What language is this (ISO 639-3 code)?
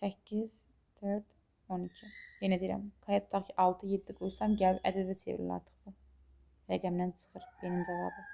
aze